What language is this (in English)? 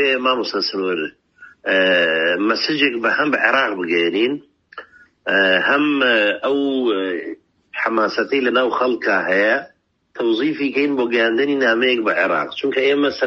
Central Kurdish